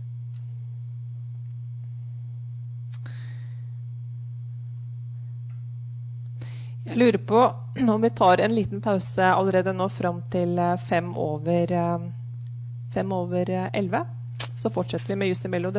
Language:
Norwegian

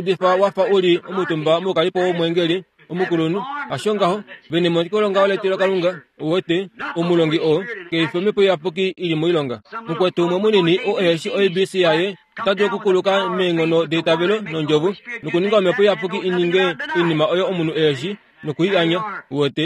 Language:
Kuanyama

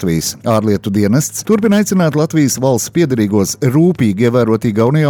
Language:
Latvian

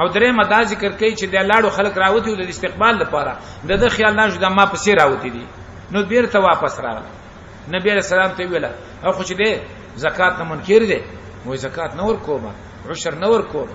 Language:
Pashto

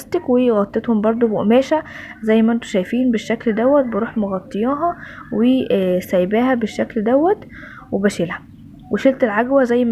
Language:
Egyptian Arabic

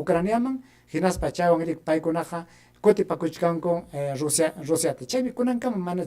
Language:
Ayacucho Quechua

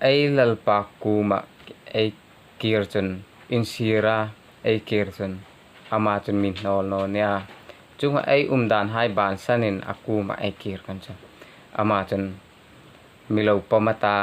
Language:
Hmar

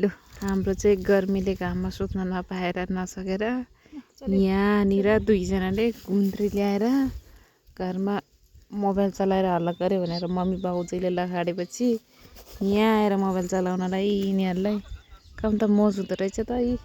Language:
Nepali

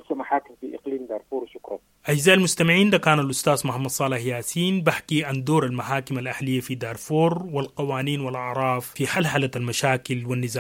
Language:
Sudanese Arabic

